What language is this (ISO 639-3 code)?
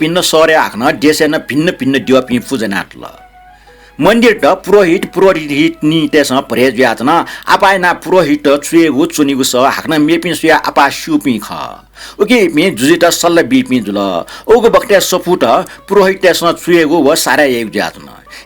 new